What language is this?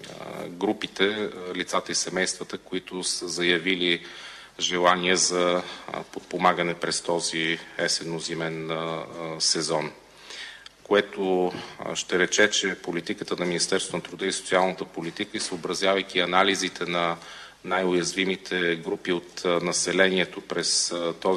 Bulgarian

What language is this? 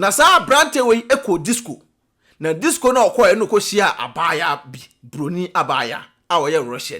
Akan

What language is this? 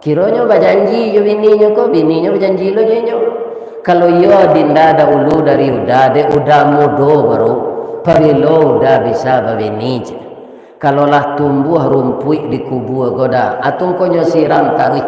Minangkabau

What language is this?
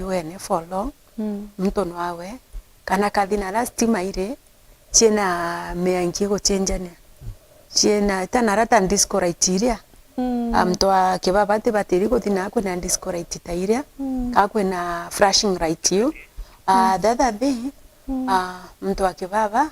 Meru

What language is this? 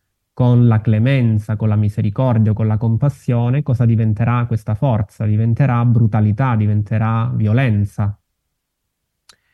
Italian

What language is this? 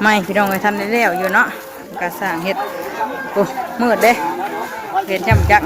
Northeastern Thai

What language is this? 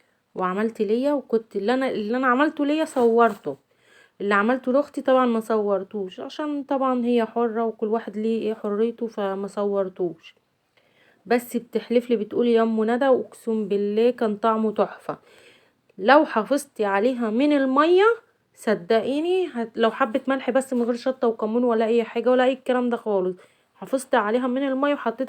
Egyptian Arabic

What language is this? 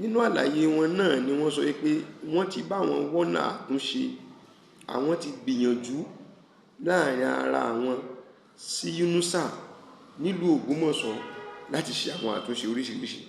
Yoruba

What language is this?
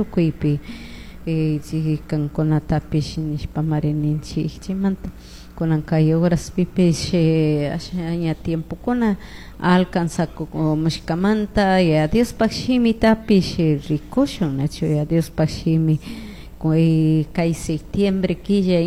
Chimborazo Highland Quichua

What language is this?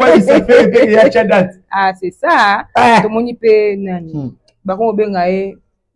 Lingala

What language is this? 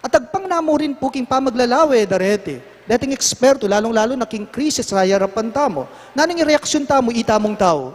Pampanga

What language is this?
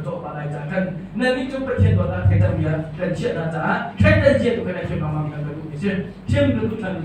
Hakha Chin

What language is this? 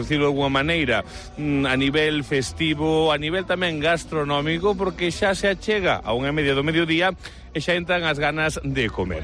Galician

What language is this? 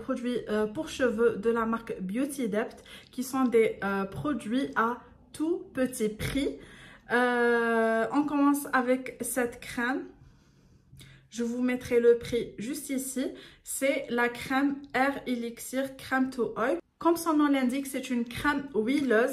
French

